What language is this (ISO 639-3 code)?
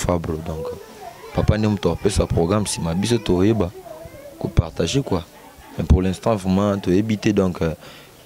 lin